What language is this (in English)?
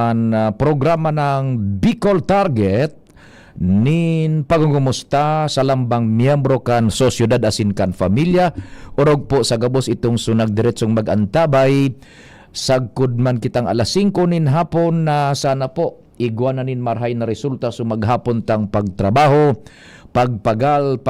Bikol